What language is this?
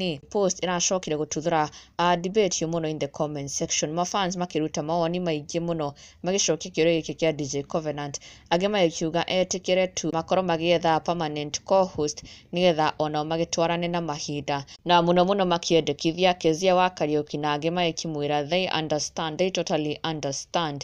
Kikuyu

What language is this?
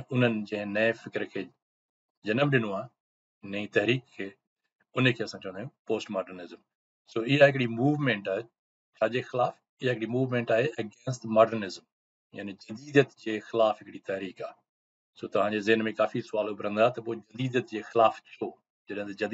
Sindhi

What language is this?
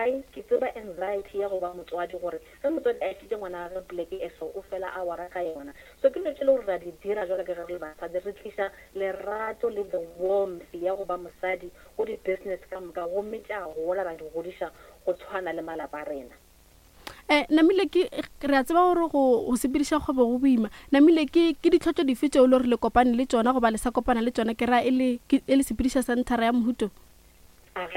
Northern Sotho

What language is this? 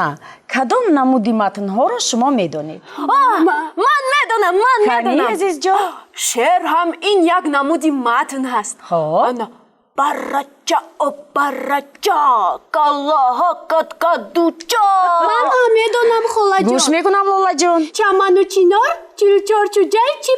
Tajik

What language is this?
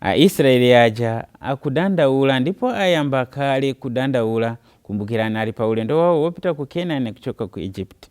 Nyanja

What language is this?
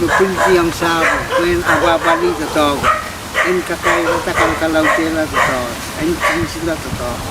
Pohnpeian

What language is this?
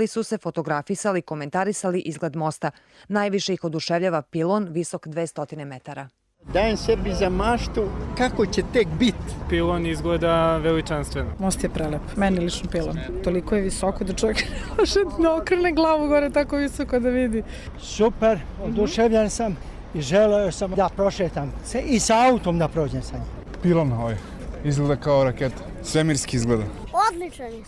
Serbian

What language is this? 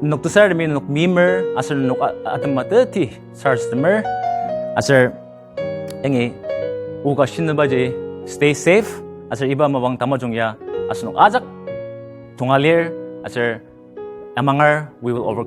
Ao Naga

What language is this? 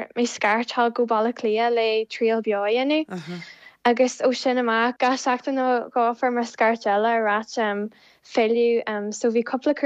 Irish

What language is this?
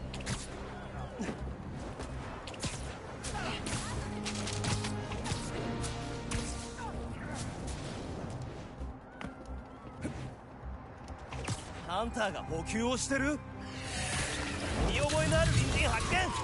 Japanese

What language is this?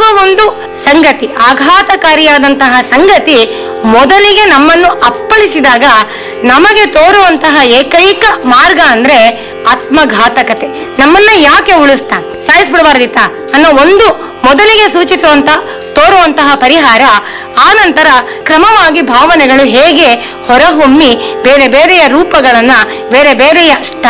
Kannada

